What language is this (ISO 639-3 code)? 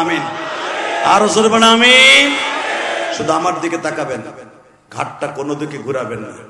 ben